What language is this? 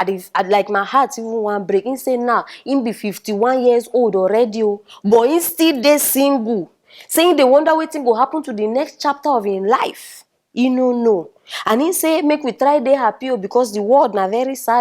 Nigerian Pidgin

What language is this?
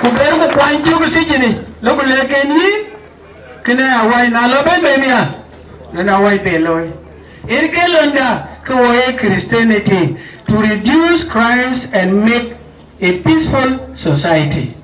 Dinka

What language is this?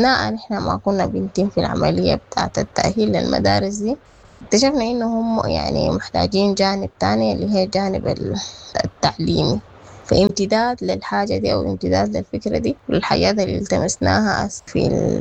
Sudanese Arabic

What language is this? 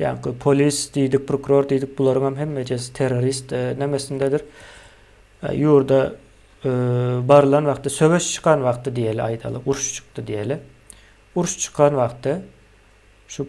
Turkmen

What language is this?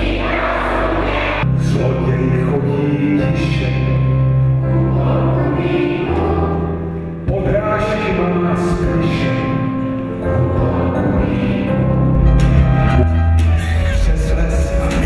Czech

